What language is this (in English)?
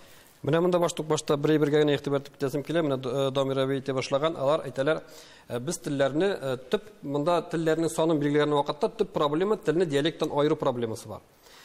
Tatar